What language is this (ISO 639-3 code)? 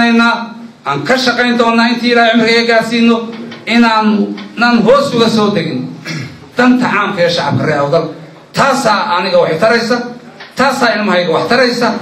som